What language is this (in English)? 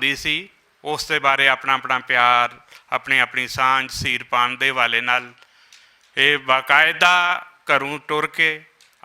Western Panjabi